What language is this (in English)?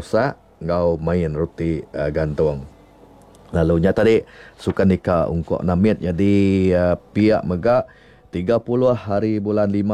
Iban